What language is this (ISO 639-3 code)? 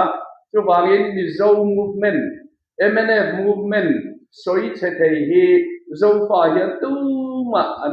lus